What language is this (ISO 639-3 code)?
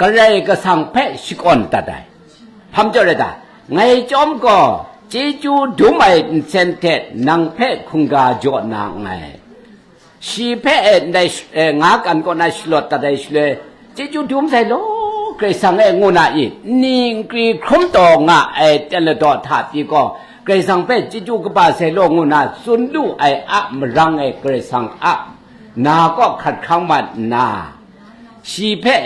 kac